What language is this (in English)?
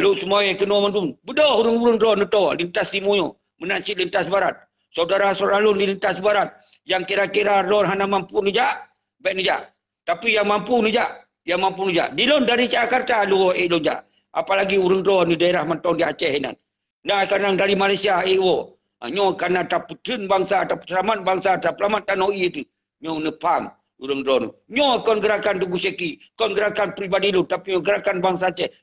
Achinese